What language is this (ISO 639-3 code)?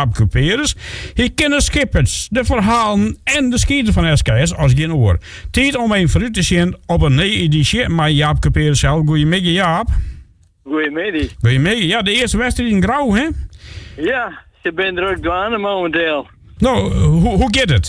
fry